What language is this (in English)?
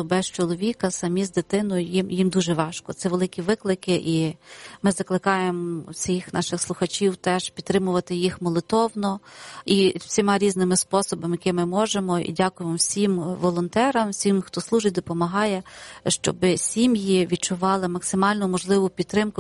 Ukrainian